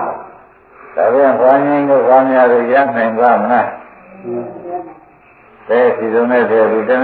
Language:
Burmese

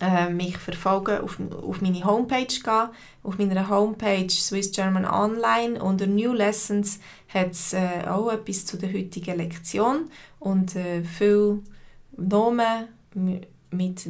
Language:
Swiss German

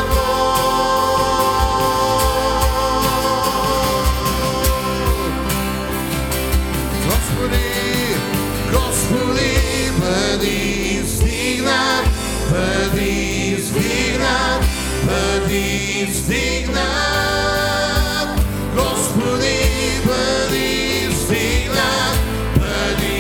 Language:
Bulgarian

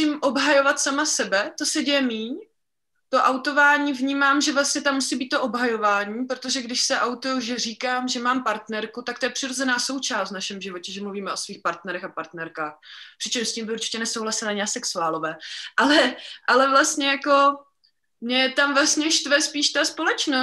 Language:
Czech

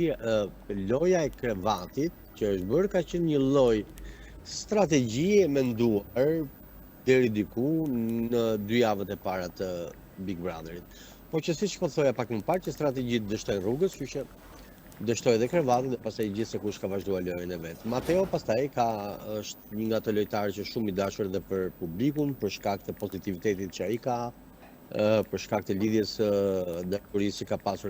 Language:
Albanian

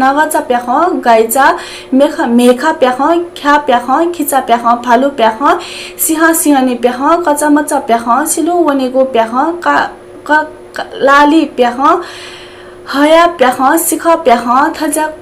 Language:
Newari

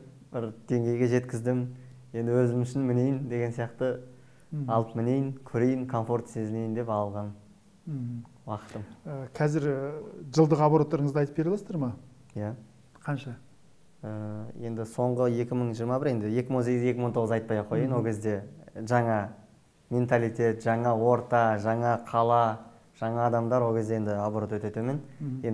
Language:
Kazakh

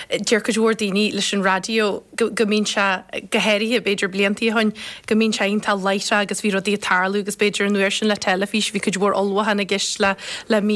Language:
Irish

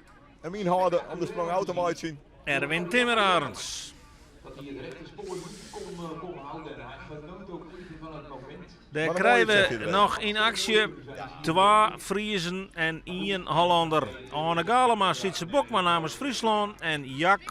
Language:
Western Frisian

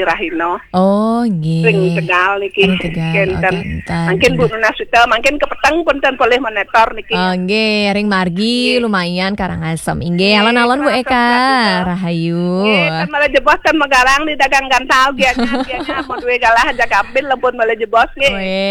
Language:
Balinese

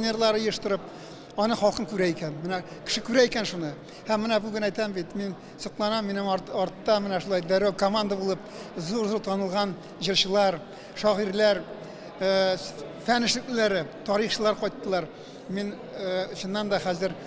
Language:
Tatar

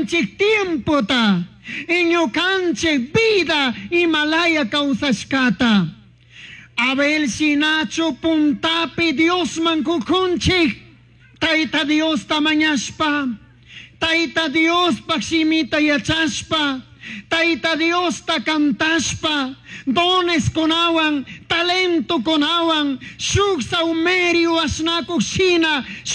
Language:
Chimborazo Highland Quichua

